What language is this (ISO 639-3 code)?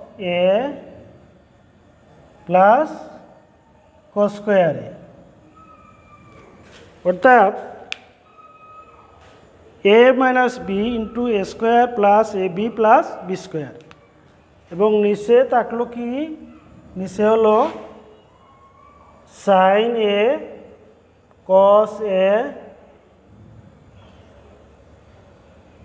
ben